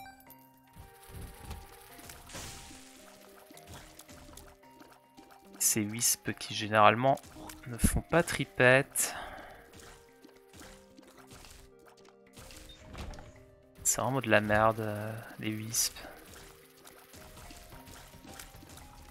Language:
French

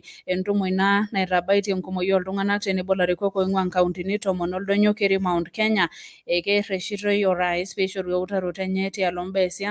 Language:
Masai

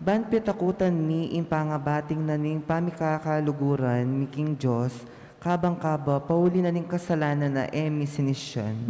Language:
Pampanga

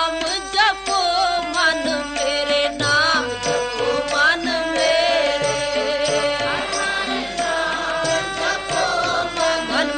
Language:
Punjabi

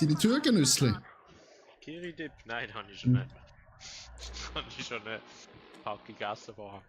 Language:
Swiss German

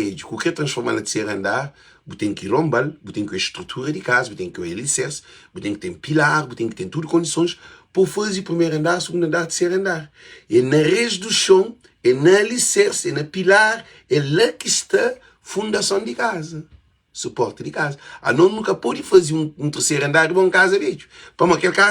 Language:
Kabuverdianu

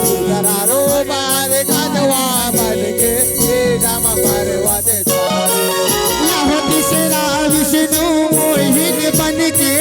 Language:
Chhattisgarhi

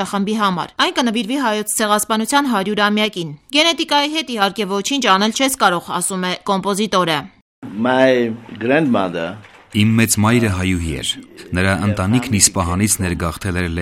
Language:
Armenian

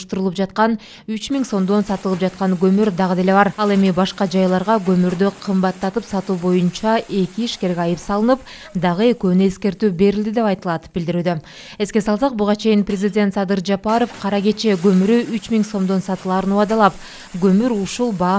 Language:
Kyrgyz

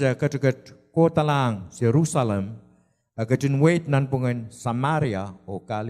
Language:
Pohnpeian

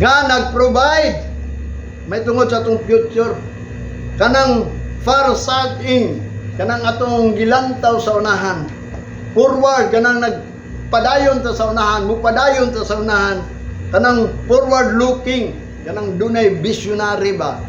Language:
Cebuano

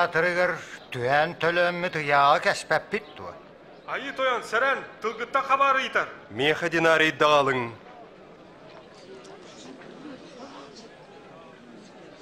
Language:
Yakut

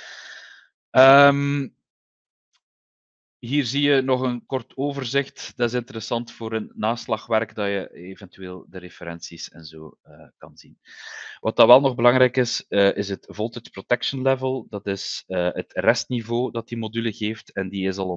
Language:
Dutch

